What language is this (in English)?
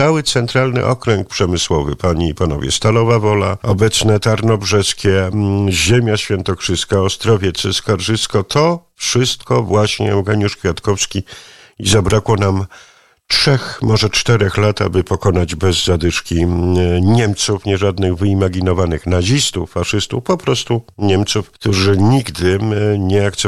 Polish